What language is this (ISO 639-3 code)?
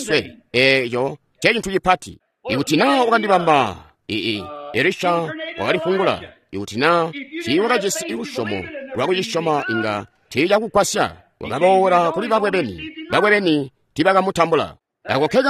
toi